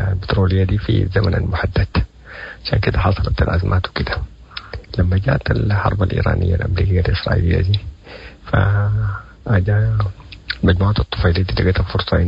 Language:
Sudanese Arabic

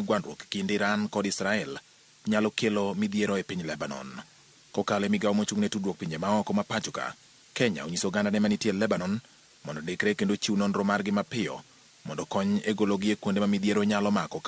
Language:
Luo (Kenya and Tanzania)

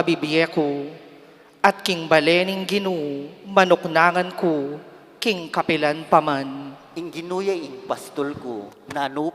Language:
Pampanga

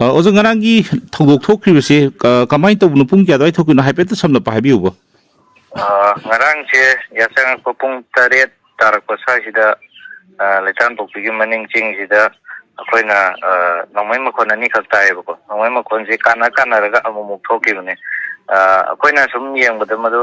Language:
Manipuri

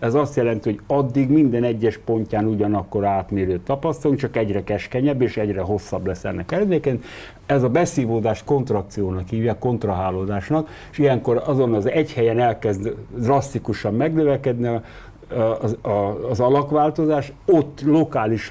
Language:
Hungarian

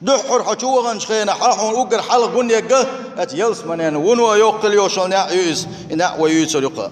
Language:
Chechen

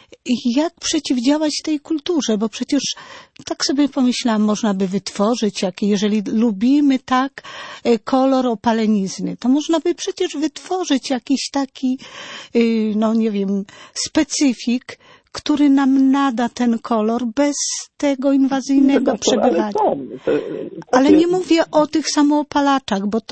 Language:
Polish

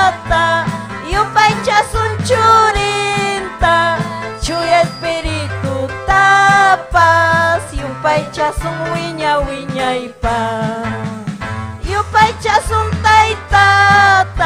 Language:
Ayacucho Quechua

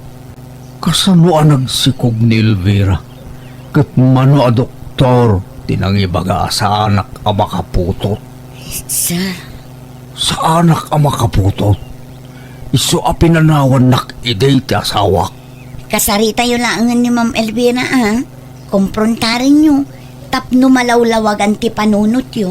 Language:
Iloko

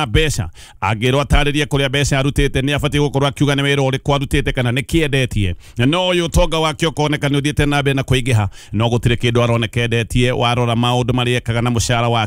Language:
Kikuyu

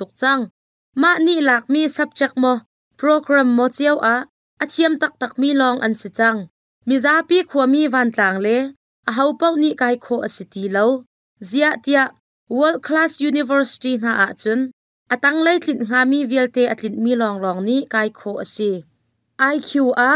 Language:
Hakha Chin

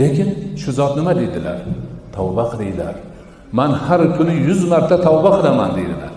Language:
Uzbek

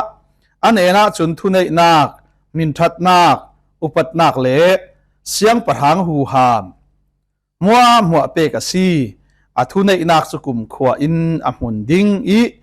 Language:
Falam Chin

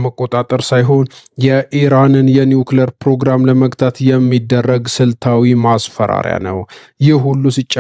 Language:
Amharic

